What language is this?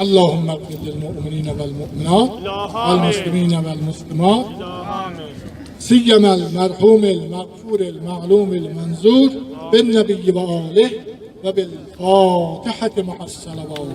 South Azerbaijani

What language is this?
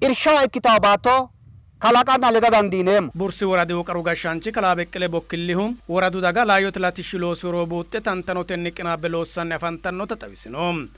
Sidamo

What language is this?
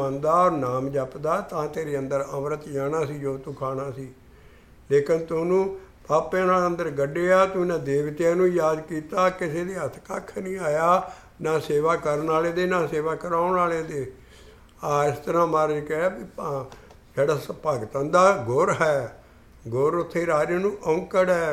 Punjabi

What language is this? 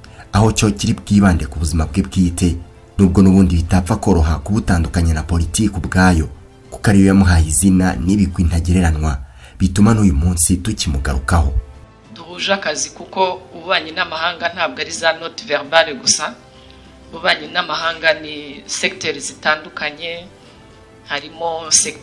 Kinyarwanda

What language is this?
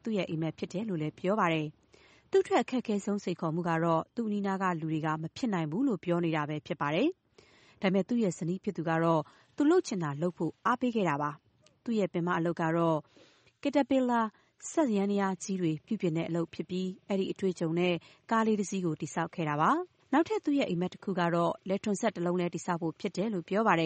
Burmese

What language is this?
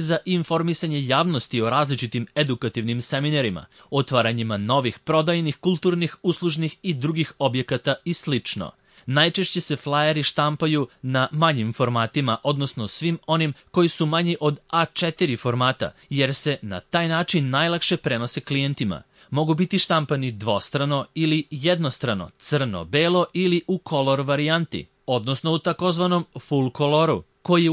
Serbian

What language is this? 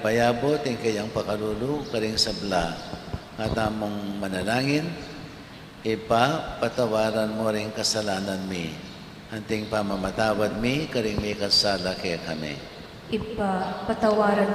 Pampanga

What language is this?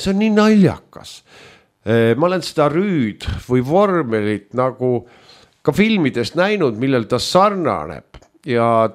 Estonian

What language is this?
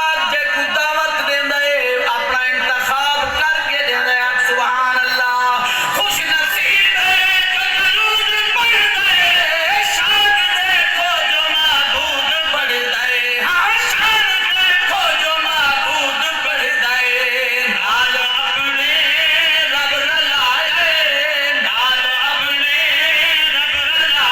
Saraiki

